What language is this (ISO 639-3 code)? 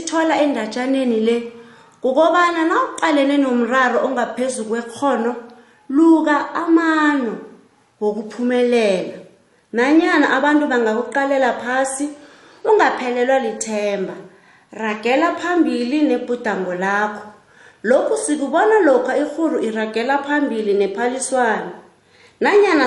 nbl